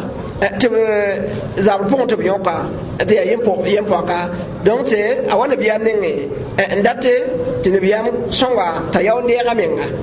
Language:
Mossi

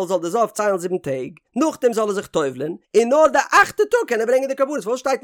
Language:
Yiddish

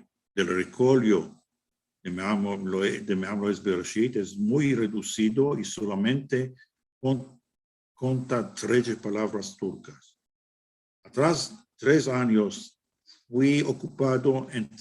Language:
Ladino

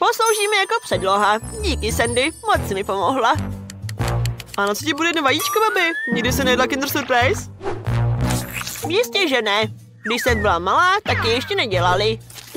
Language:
Czech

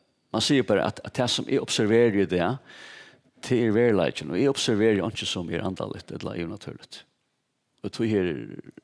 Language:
Faroese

